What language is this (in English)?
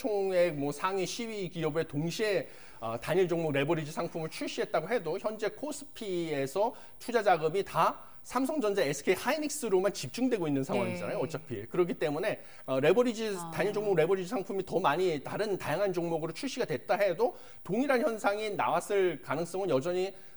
Korean